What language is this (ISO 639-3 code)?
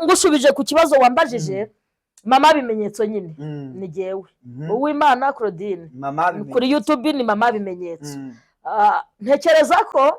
kin